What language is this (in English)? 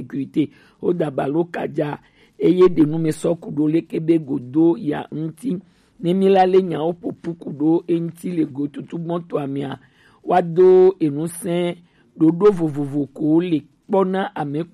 Gen